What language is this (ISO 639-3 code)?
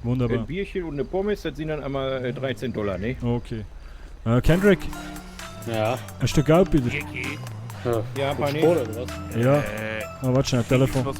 gsw